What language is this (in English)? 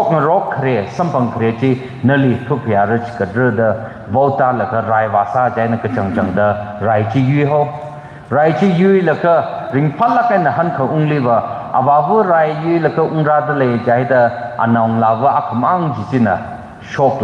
Tangkhul Naga (India)